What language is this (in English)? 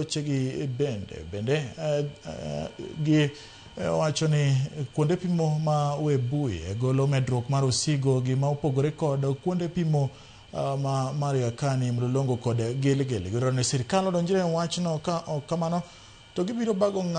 Luo (Kenya and Tanzania)